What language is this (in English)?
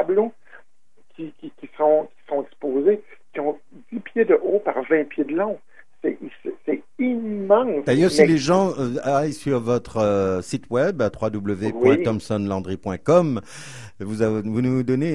French